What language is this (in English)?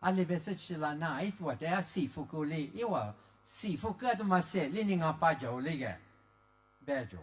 Lisu